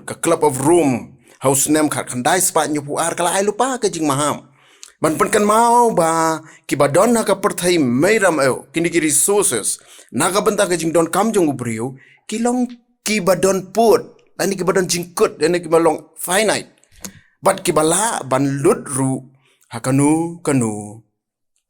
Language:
Khasi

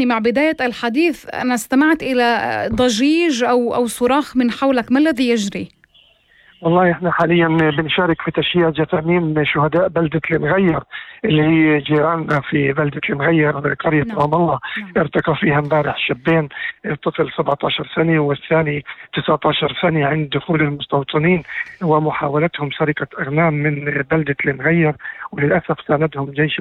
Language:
North Levantine Arabic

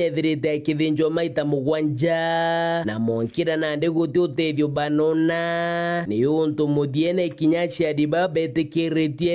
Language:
Meru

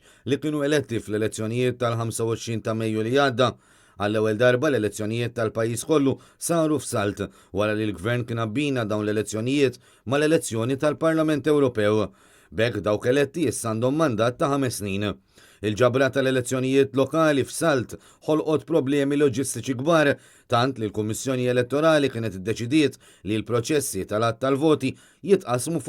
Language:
Maltese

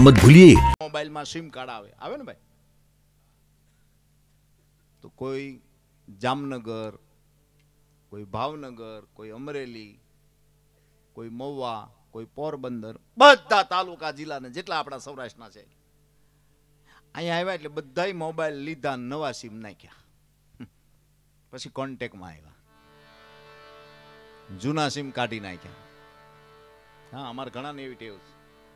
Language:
Gujarati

